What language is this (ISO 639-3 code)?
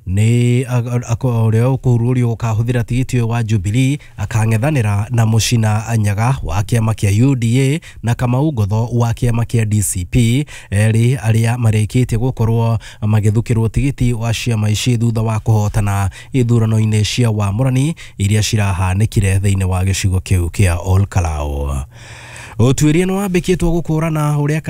kik